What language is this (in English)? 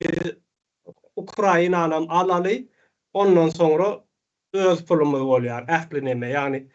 Turkmen